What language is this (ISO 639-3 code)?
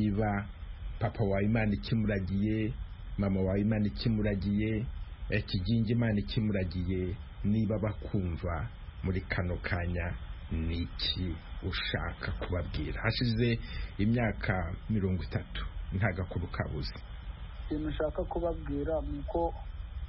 kin